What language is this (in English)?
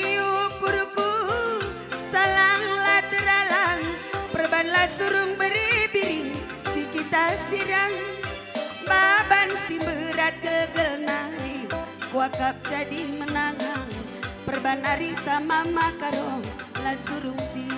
Batak Karo